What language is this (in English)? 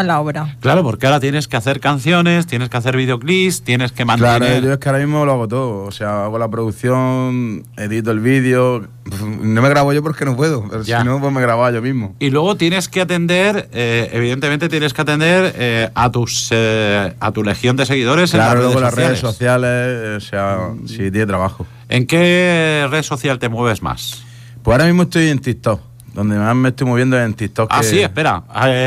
Spanish